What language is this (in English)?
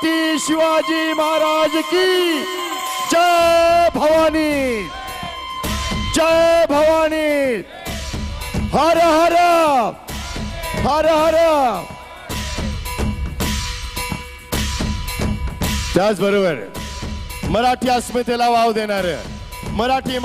Marathi